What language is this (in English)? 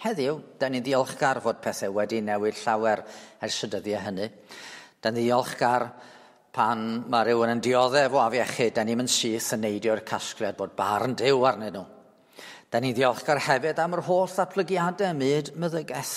Welsh